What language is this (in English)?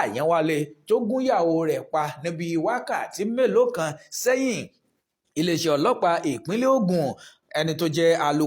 Yoruba